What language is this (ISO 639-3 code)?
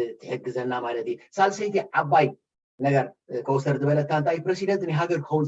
tir